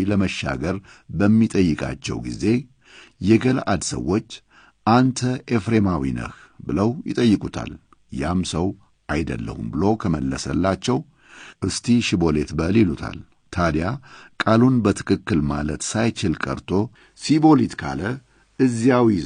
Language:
Amharic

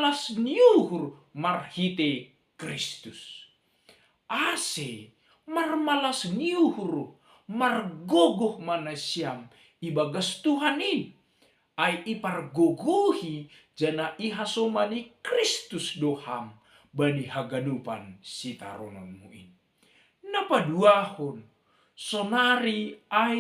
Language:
Batak Simalungun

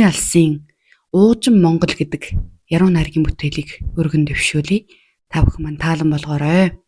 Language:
Mongolian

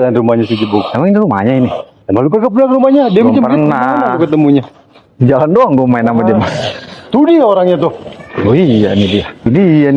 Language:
Betawi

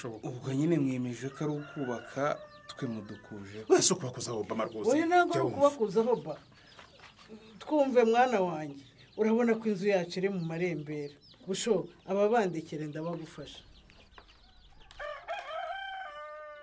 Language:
Kinyarwanda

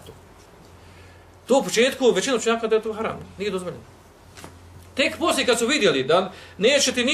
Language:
Bosnian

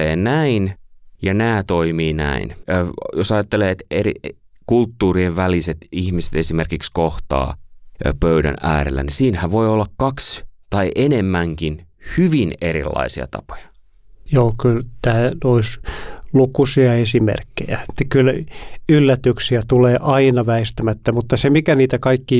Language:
Finnish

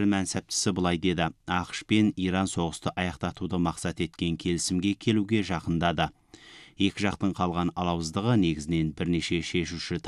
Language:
Kazakh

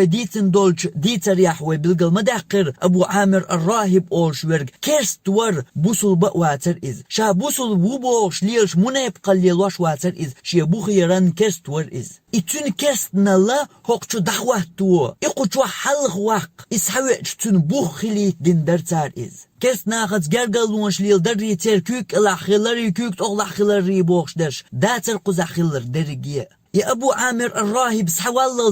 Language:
Chechen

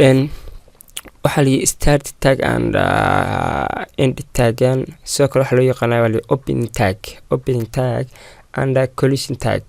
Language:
Somali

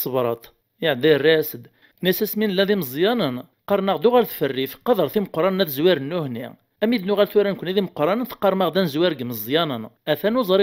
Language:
Kabyle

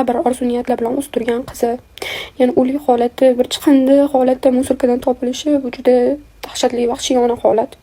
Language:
Uzbek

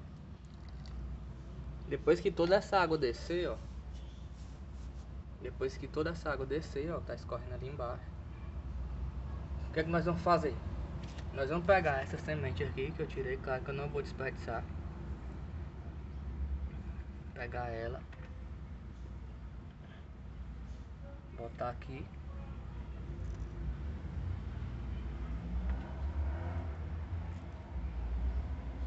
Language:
Portuguese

